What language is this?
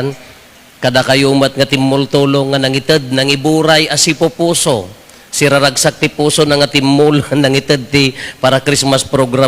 Iloko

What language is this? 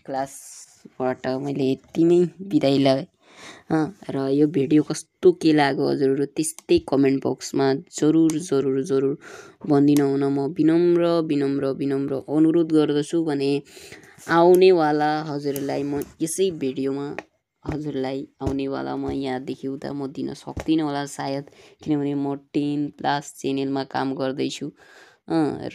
Nepali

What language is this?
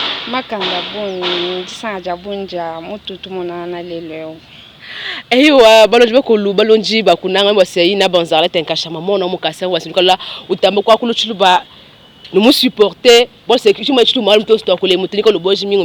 Luba-Lulua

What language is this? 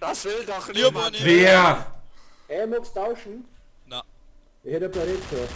Bavarian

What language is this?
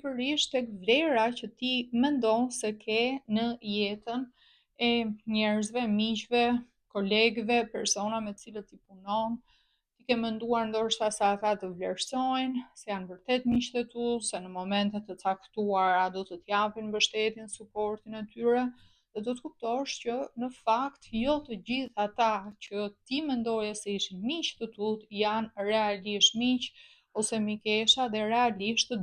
Albanian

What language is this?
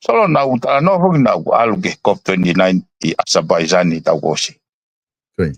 Tongan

